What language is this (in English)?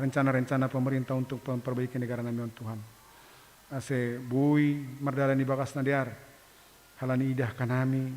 Batak Simalungun